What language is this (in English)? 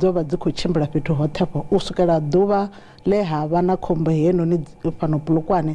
Venda